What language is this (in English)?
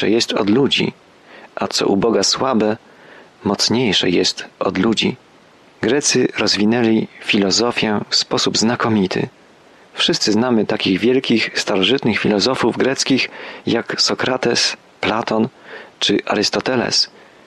Polish